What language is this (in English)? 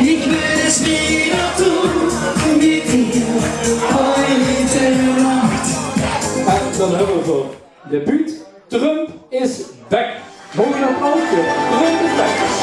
Limburgish